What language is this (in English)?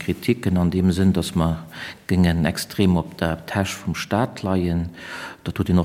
Luxembourgish